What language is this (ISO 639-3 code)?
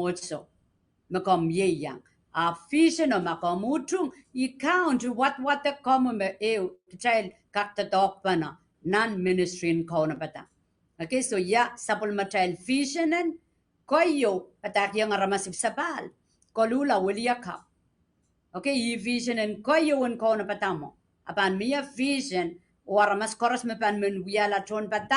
pon